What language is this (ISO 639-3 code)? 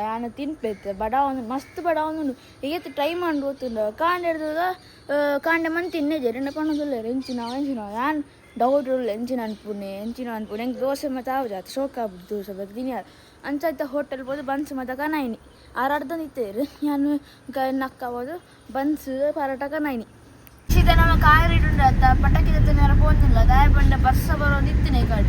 tcy